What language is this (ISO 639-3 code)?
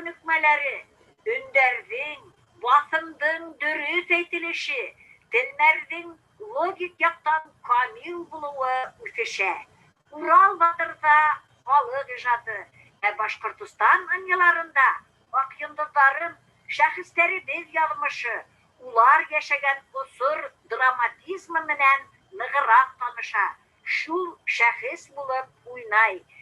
bak